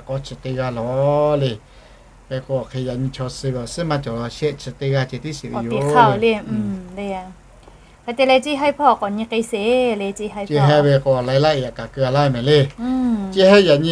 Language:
Lahu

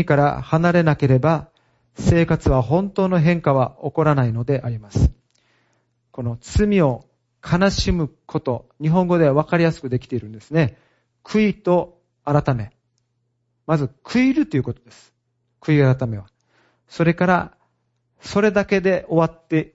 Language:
Japanese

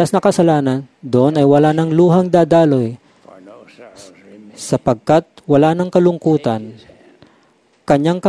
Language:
Filipino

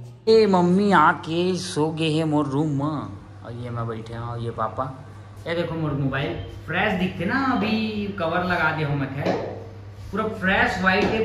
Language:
Chhattisgarhi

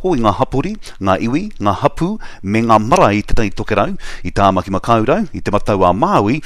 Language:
Māori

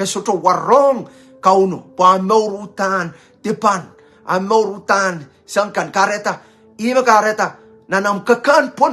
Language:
Pohnpeian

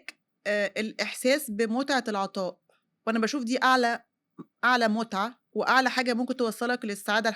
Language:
Egyptian Arabic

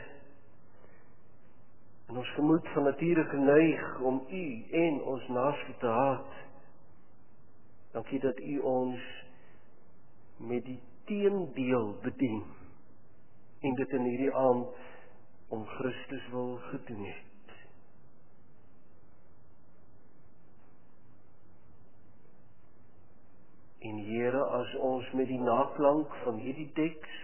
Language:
Afrikaans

